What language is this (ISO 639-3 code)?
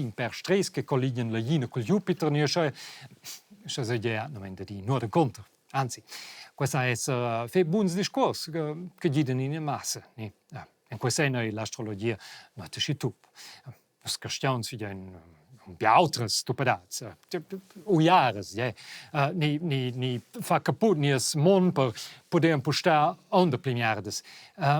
roh